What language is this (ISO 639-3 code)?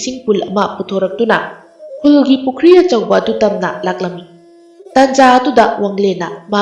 mni